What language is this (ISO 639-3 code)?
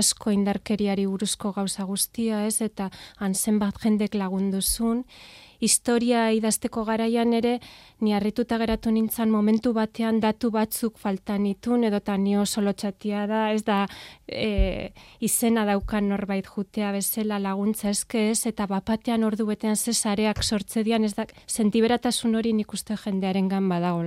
eus